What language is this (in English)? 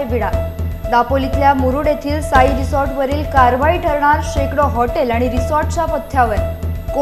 Marathi